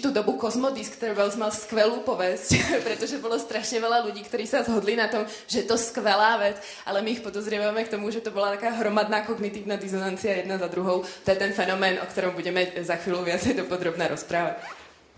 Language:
Slovak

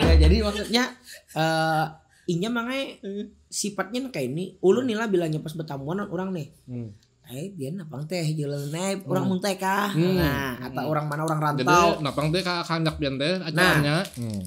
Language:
Banjar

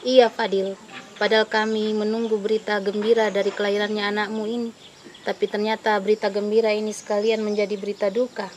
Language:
Makassar Malay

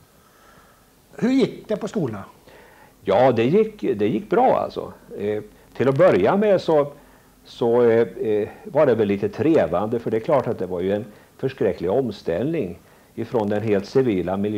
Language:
Swedish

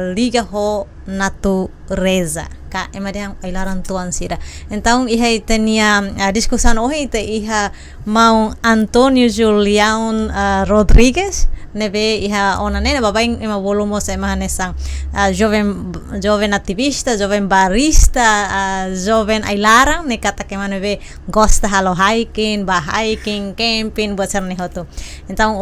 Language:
Tetum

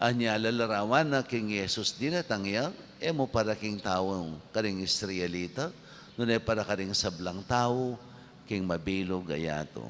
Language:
Pampanga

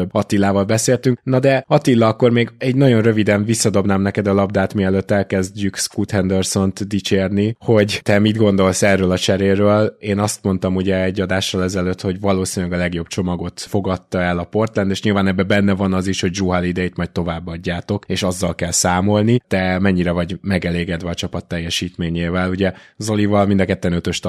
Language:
Hungarian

